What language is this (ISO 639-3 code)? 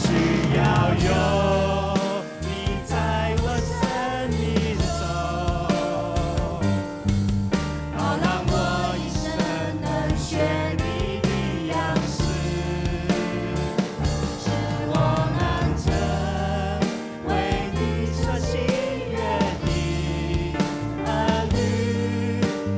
zho